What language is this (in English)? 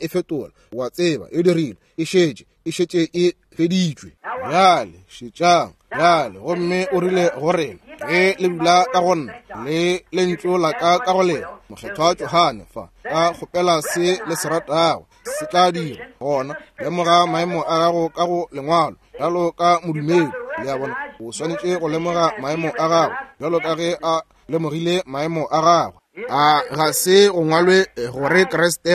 Northern Sotho